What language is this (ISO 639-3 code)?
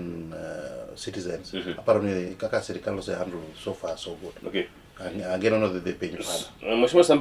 luo